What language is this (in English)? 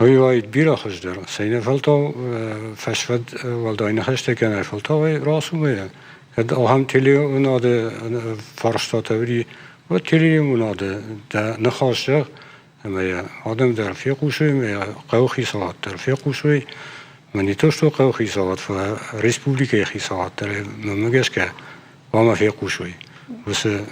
Ossetic